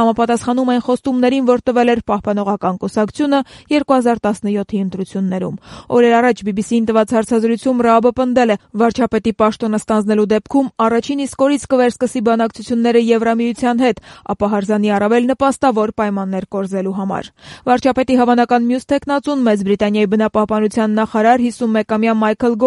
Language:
Armenian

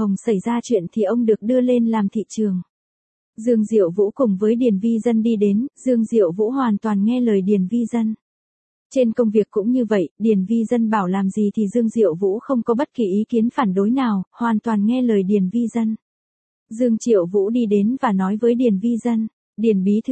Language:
Vietnamese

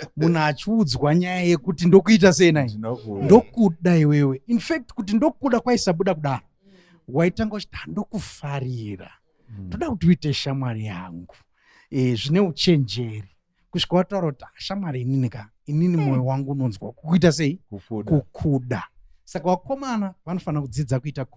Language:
Shona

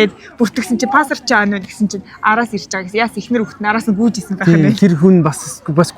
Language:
Mongolian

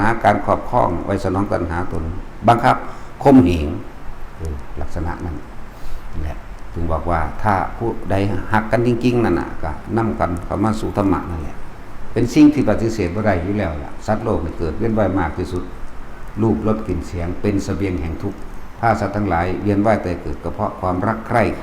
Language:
Northeastern Thai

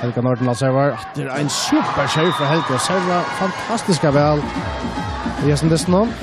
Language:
Faroese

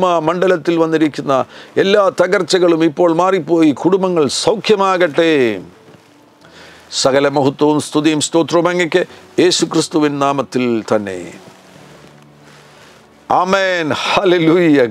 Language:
Malayalam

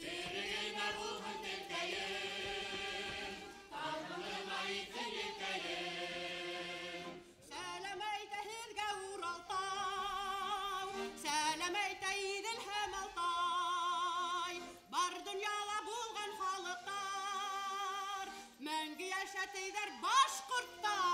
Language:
Bashkir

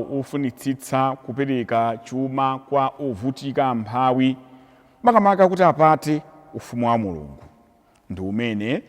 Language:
Nyanja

